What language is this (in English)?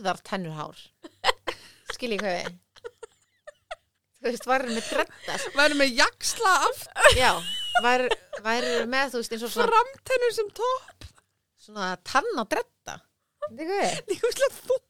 Icelandic